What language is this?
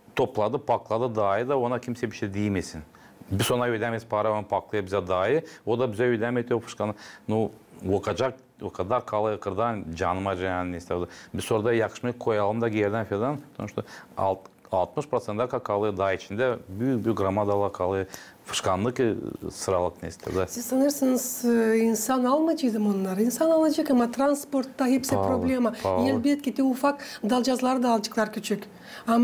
Gagauz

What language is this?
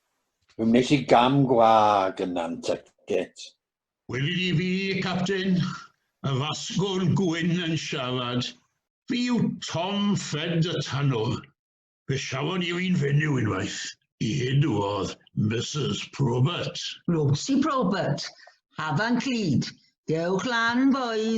Welsh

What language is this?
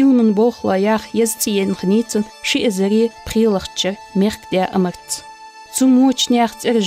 Ingush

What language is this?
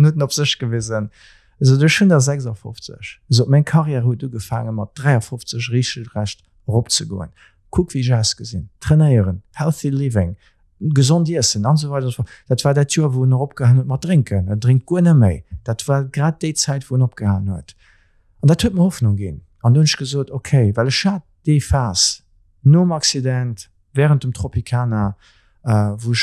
Luxembourgish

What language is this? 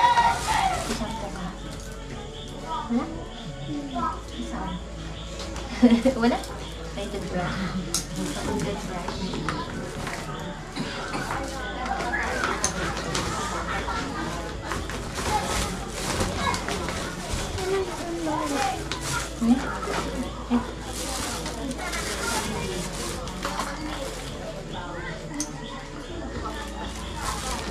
Filipino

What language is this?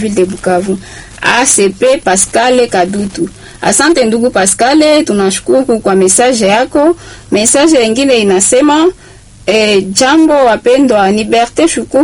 Swahili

